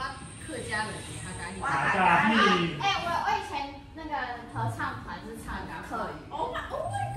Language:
Chinese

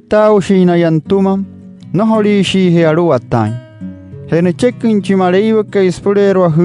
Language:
Wayuu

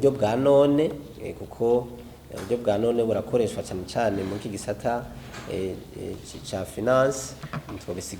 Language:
Rundi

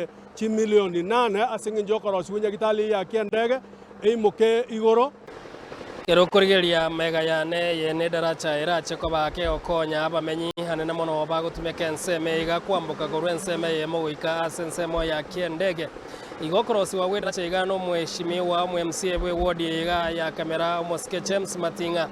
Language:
Gusii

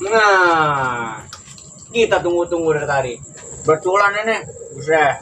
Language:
Betawi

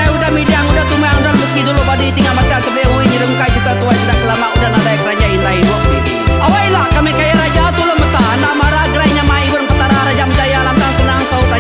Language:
Iban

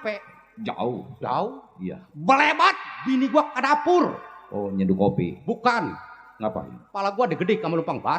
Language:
Betawi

